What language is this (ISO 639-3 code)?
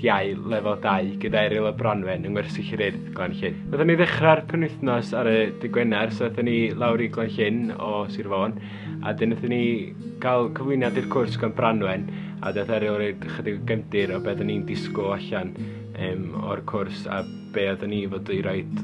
cym